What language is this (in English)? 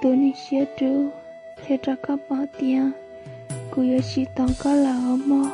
Hmong